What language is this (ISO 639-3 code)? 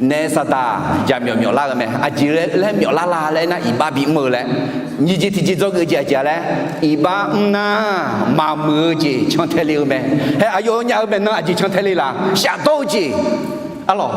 ahk